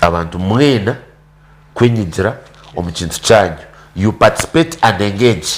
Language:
Nyankole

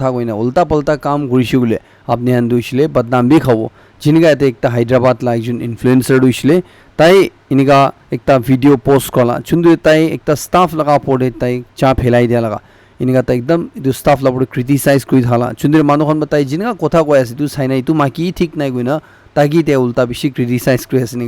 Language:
Naga Pidgin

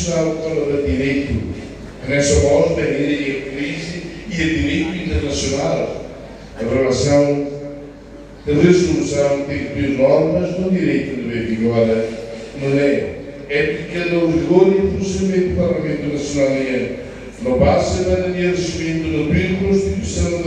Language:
Tetum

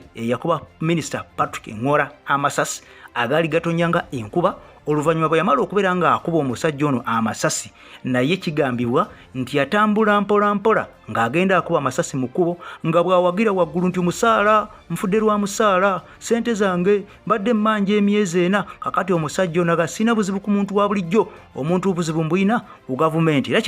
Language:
Ganda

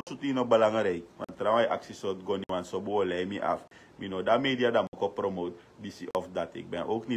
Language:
Sranan Tongo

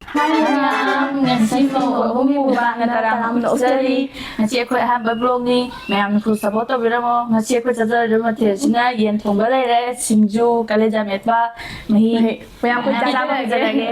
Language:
Manipuri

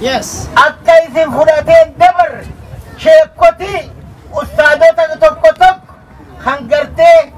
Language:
Oromo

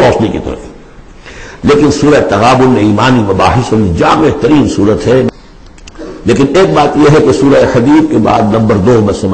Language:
Urdu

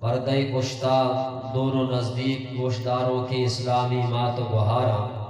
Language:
Eastern Balochi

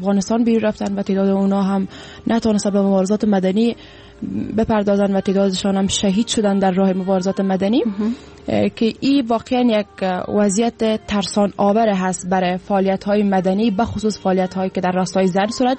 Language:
Persian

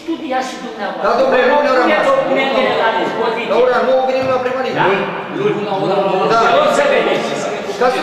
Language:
Romanian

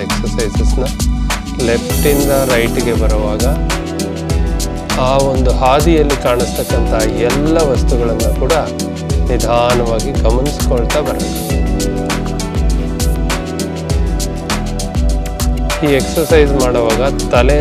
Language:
Kannada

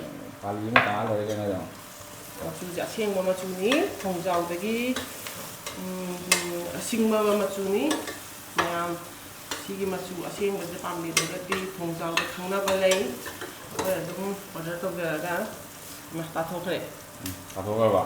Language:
Manipuri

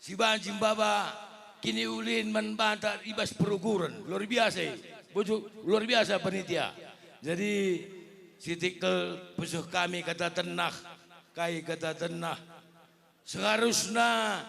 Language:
Batak Karo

